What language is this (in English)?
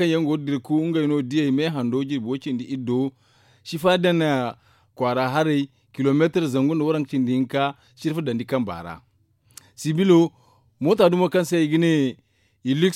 Zarma